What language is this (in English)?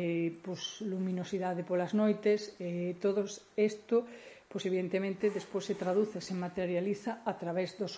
Galician